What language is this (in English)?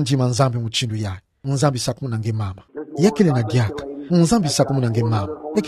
Kituba (Democratic Republic of Congo)